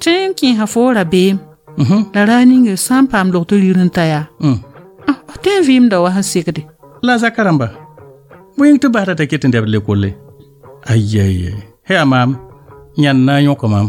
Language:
Mossi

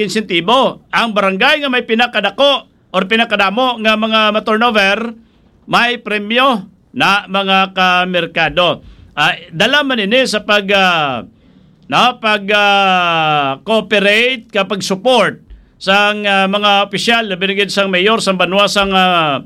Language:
Hiligaynon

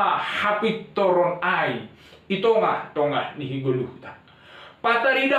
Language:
Batak Simalungun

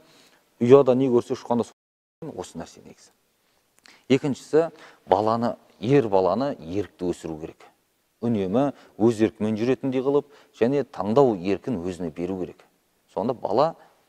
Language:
Kazakh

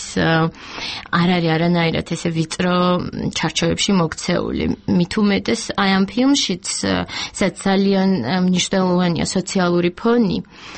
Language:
Georgian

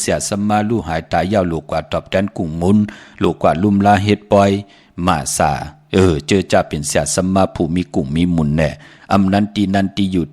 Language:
Shan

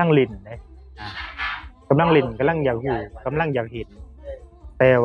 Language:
Northeastern Thai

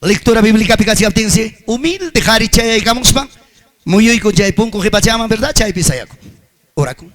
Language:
Ayacucho Quechua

